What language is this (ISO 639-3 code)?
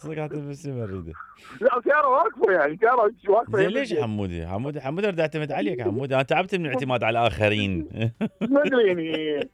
acm